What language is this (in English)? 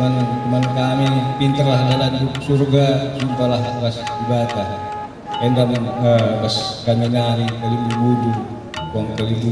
Batak Karo